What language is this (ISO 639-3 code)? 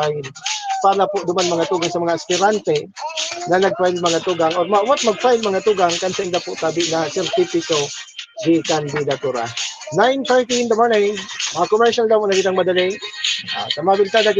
bik